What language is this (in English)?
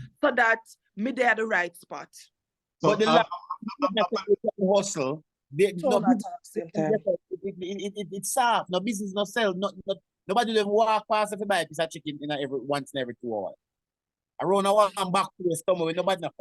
Jamaican Creole English